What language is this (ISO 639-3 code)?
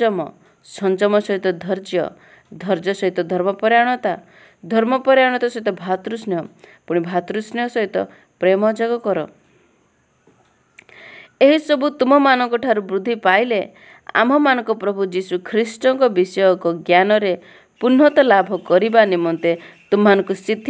ori